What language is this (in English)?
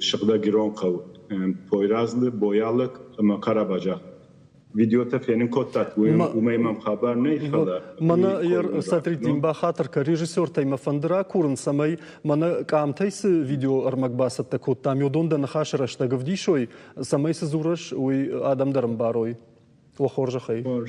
Ossetic